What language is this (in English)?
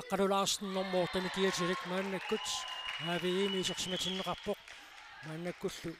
Kalaallisut